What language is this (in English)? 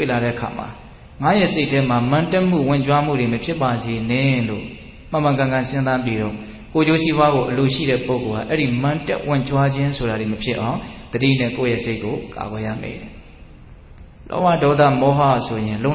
Burmese